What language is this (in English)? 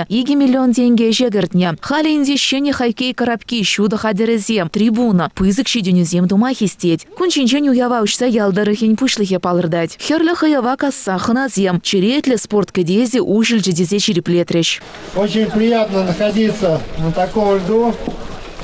Chuvash